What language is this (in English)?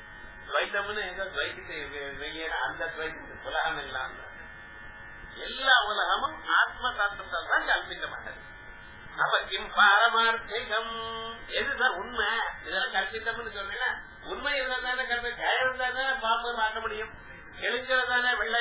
Tamil